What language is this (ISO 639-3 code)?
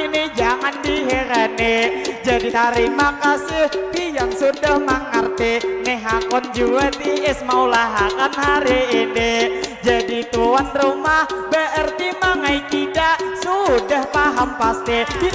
bjn